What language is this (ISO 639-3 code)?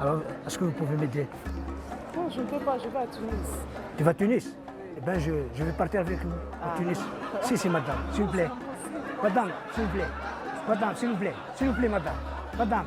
arq